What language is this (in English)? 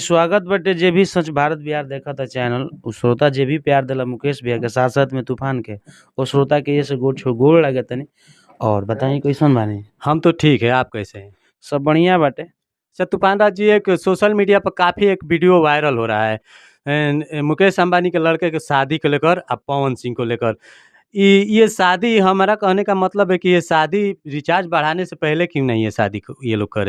Bhojpuri